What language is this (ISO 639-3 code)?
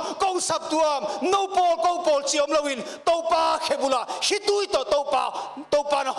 pck